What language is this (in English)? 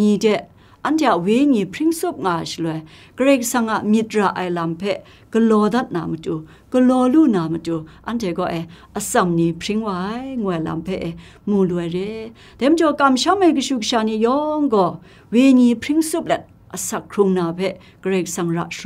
Kachin